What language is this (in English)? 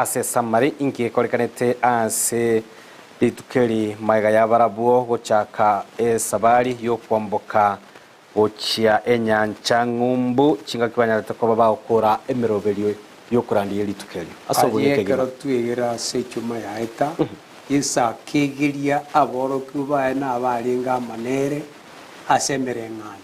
Gusii